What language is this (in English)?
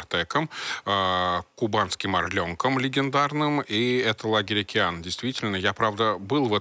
Russian